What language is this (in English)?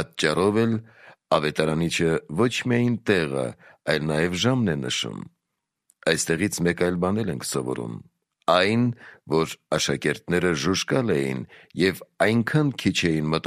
Armenian